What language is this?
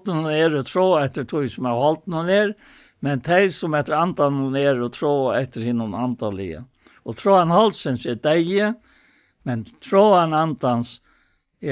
Faroese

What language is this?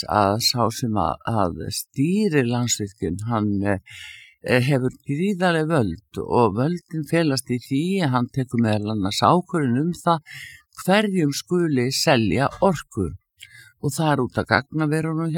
Icelandic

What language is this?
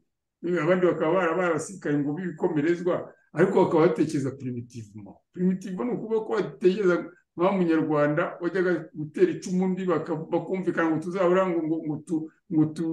Kinyarwanda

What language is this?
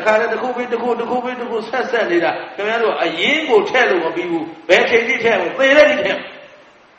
Burmese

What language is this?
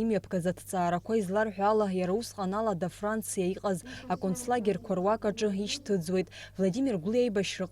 Abkhazian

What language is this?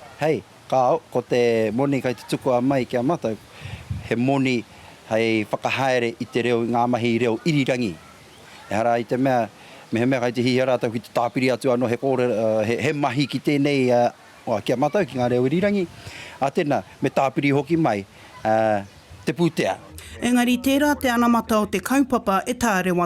Māori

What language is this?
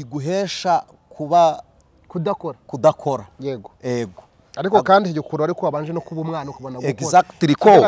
Kinyarwanda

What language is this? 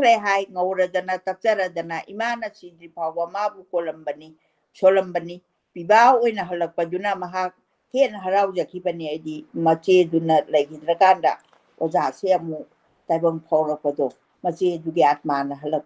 Manipuri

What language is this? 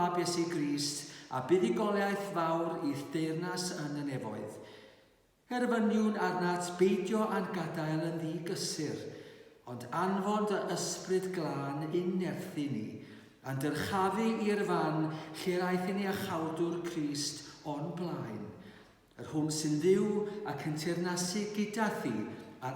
Welsh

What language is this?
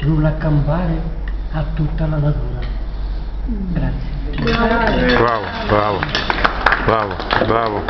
Sicilian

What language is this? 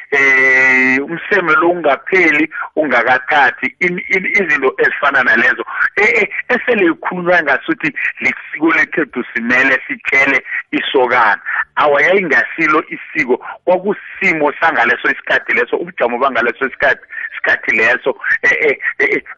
South Ndebele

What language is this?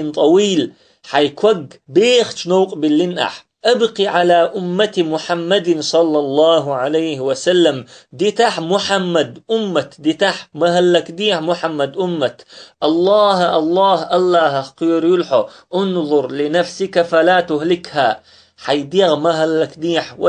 Chechen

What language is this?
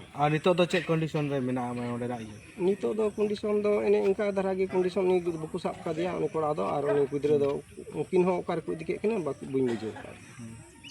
Santali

